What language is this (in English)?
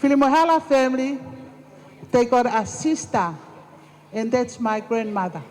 Tongan